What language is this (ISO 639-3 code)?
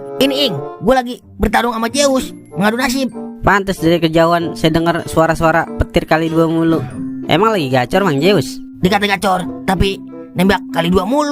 bew